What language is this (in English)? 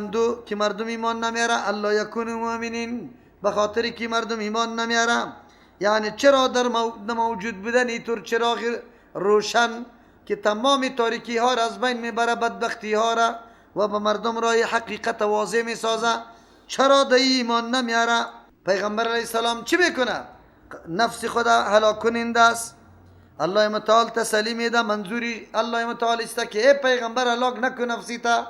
Persian